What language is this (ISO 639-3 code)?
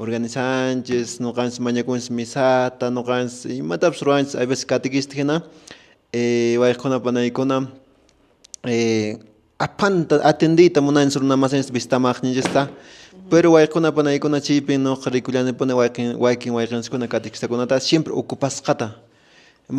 que